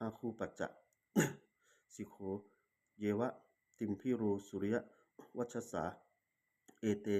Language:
Pali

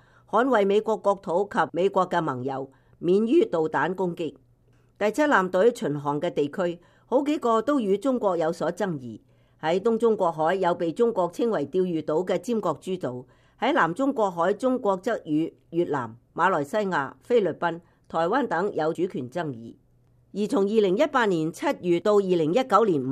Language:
Cantonese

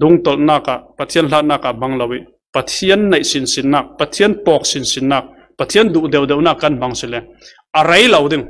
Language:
Falam Chin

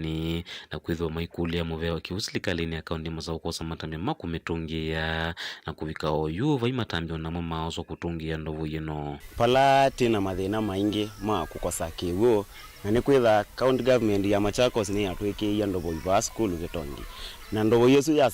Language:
Kamba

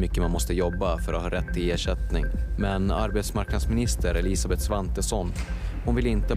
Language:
Swedish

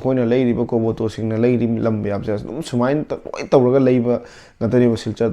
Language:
Manipuri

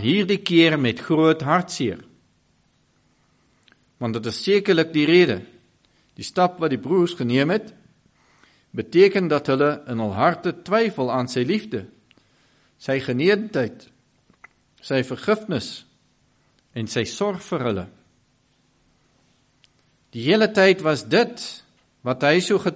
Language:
Afrikaans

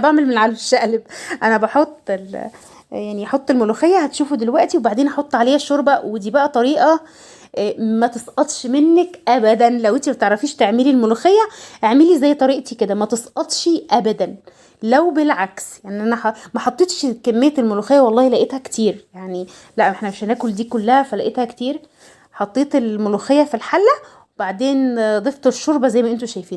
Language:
Egyptian Arabic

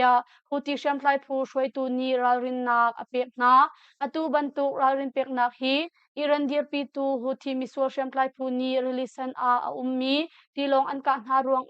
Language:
Hakha Chin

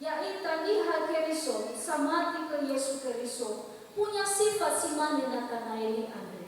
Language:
Nias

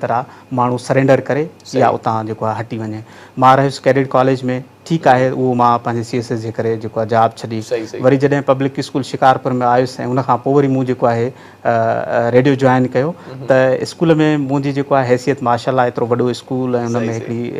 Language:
Sindhi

